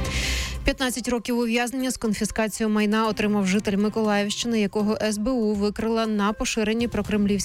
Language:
Ukrainian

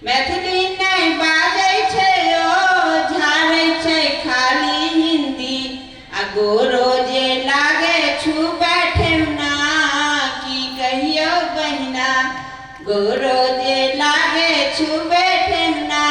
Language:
Maithili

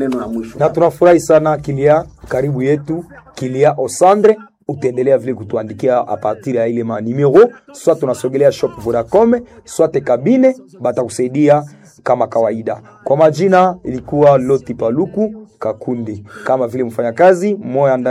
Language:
Swahili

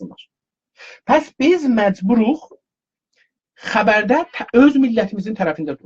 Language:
South Azerbaijani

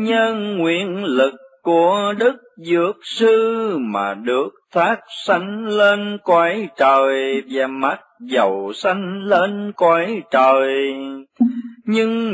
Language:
Vietnamese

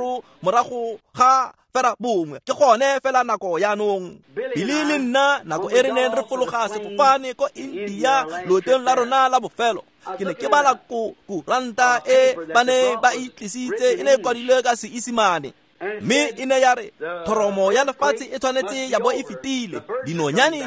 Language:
Tswana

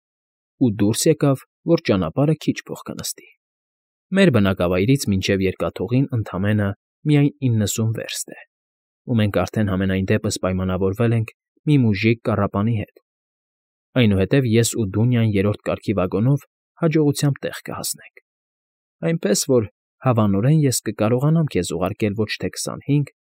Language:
Armenian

